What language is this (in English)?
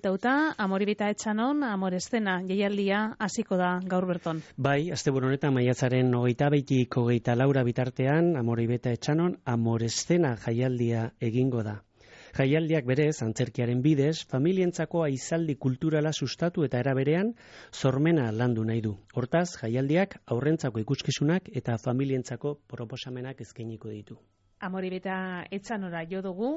Basque